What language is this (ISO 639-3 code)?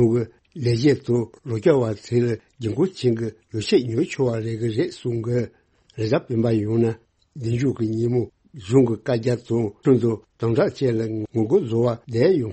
bod